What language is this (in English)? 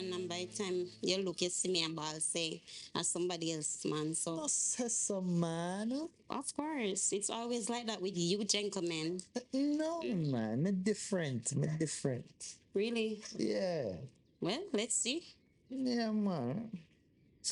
Jamaican Creole English